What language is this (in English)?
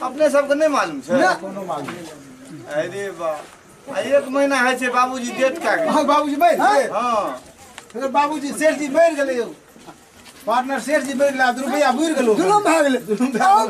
Maithili